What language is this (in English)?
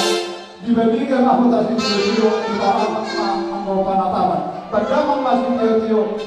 Batak Toba